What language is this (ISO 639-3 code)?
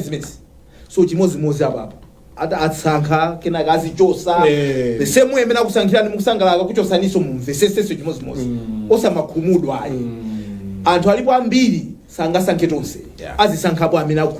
nya